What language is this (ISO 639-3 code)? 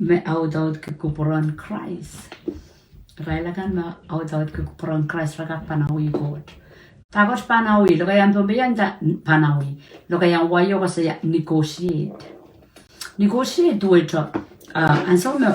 pon